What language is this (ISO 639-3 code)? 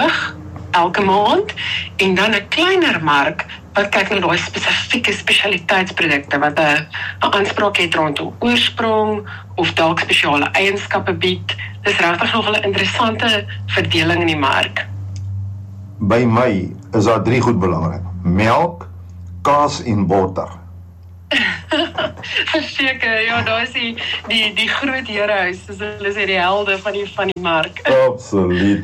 afr